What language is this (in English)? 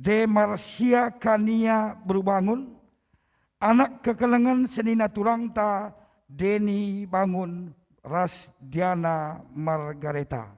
Batak Karo